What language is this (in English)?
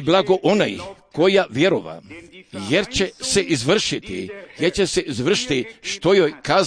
Croatian